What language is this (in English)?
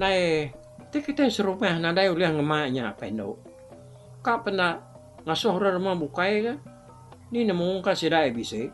Iban